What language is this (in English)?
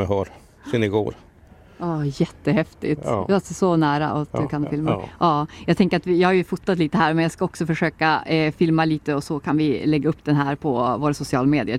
Swedish